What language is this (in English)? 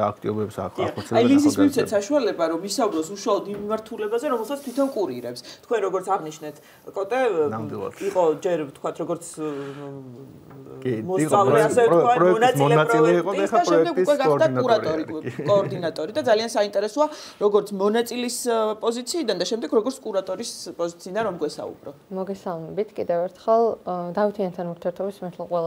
Georgian